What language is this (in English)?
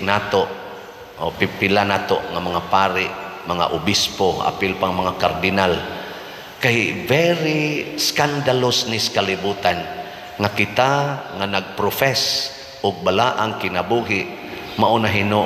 Cebuano